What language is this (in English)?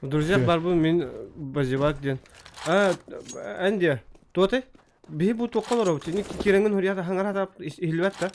Yakut